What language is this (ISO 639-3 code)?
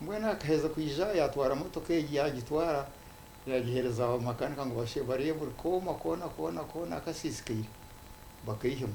nyn